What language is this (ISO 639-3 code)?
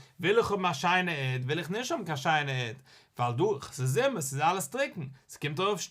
yid